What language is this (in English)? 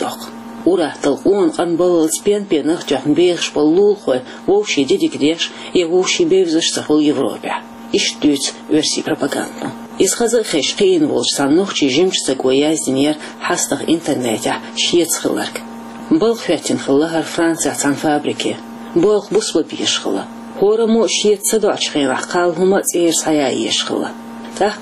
Chechen